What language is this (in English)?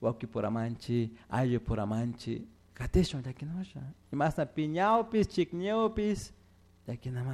Chimborazo Highland Quichua